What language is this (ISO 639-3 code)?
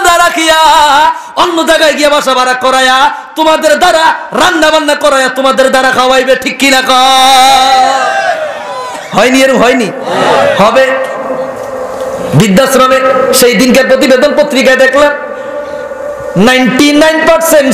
ben